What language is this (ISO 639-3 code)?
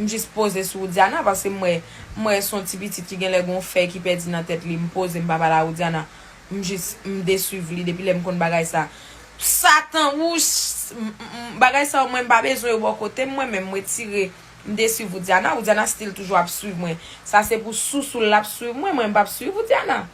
hat